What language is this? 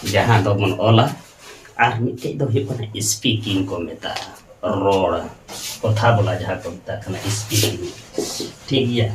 Santali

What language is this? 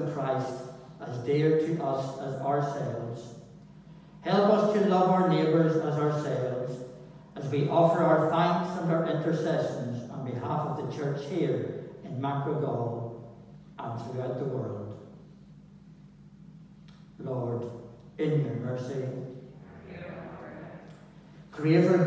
English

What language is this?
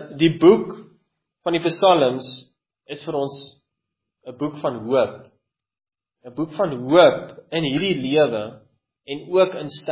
Afrikaans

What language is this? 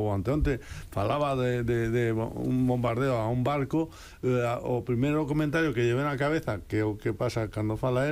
Galician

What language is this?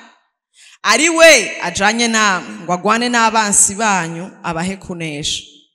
Rundi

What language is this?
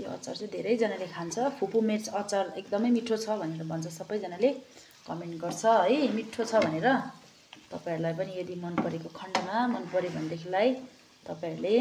Nepali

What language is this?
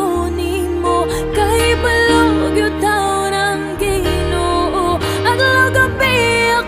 Filipino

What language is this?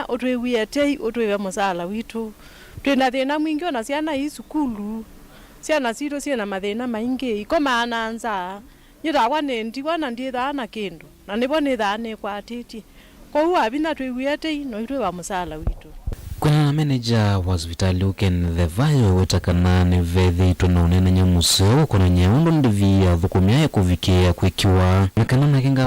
Kamba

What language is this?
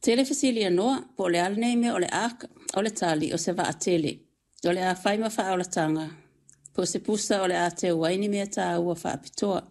Samoan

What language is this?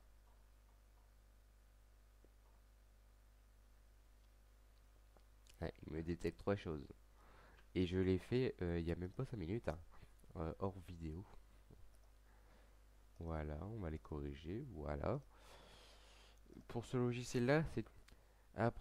French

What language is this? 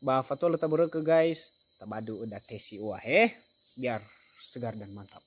Nias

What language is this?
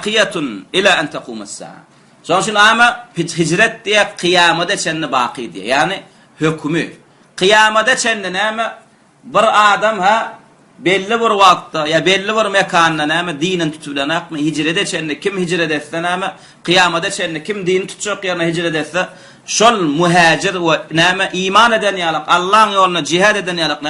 Turkmen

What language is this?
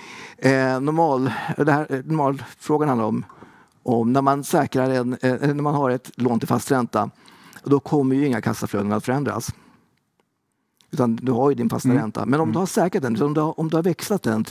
Swedish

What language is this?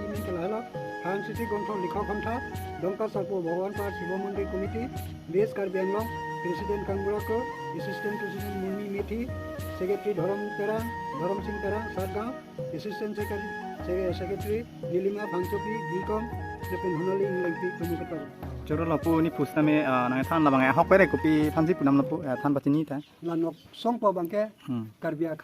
Karbi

